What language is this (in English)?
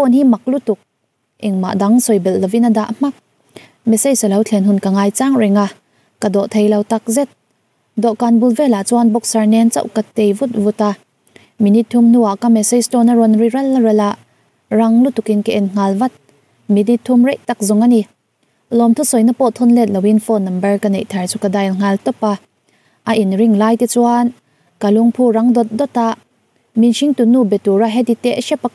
Mizo